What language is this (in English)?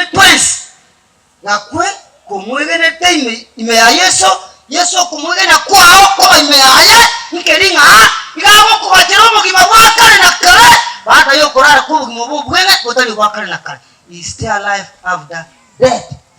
Gusii